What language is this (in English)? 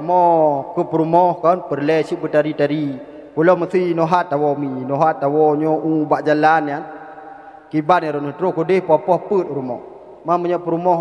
Achinese